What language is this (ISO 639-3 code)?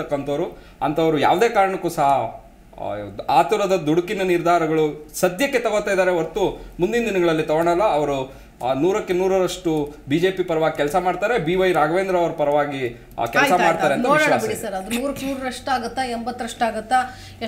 kan